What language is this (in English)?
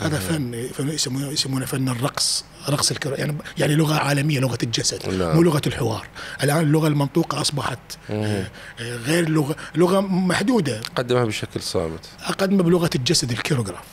Mesopotamian Arabic